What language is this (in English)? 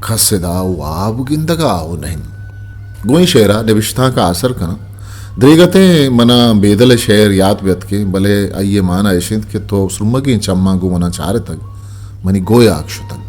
Eastern Balochi